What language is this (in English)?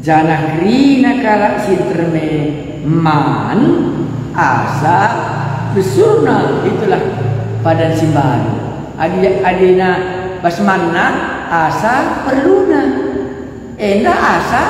Batak Karo